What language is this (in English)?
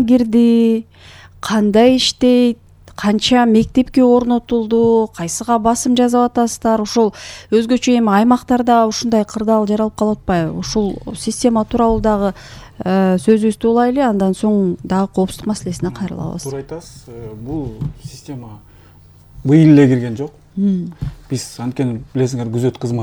Kyrgyz